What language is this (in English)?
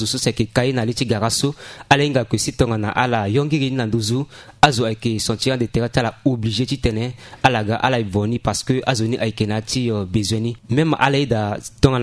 Sango